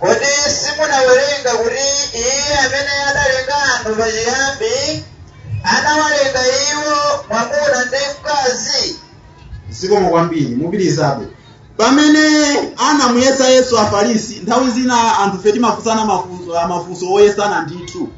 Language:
Nyanja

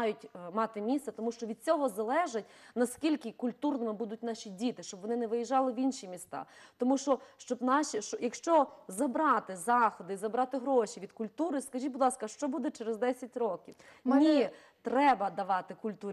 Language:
Ukrainian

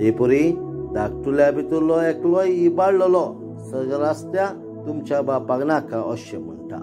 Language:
Konkani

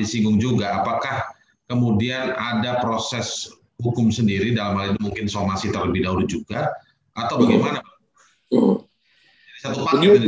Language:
Indonesian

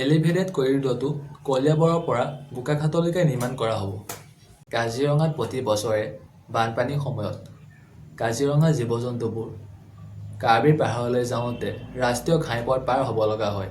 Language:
Assamese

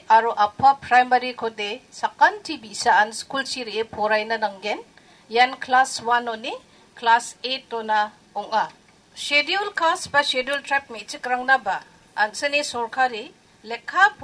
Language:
Garo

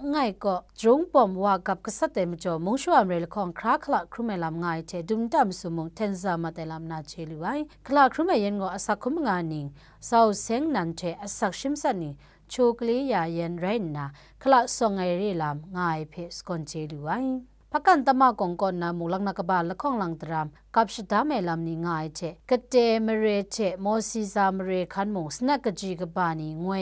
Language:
Kachin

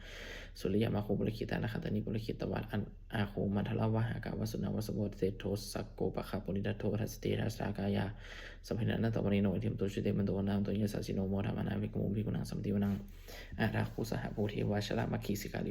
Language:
Pali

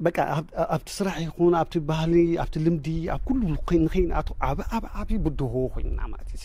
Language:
Tigrinya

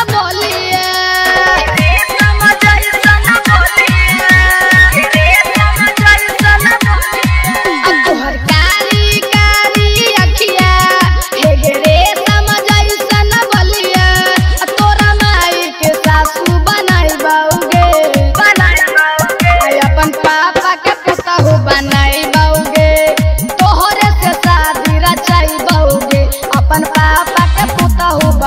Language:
Bhojpuri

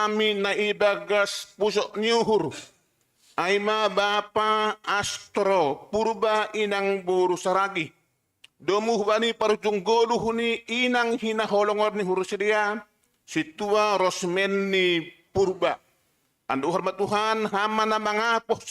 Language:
Batak Simalungun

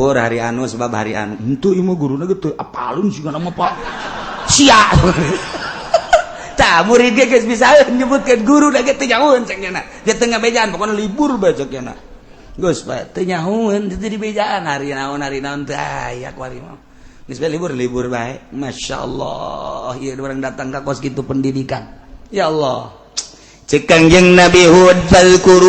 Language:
Sundanese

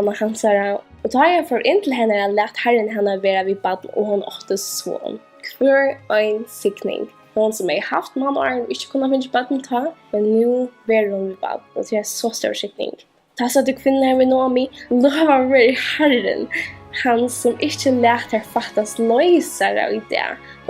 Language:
Faroese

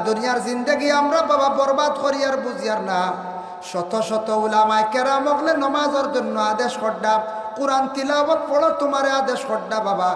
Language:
Sylheti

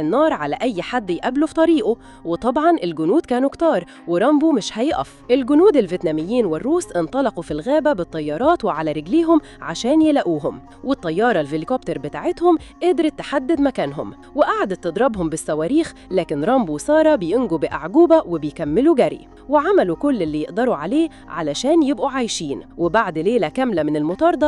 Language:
Egyptian Arabic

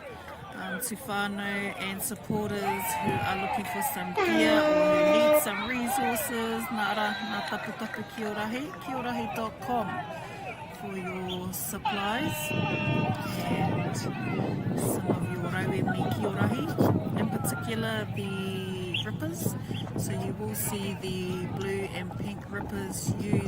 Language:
Māori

